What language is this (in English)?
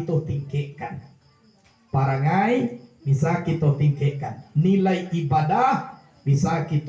Minangkabau